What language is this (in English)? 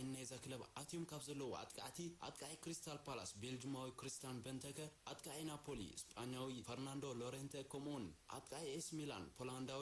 Tigrinya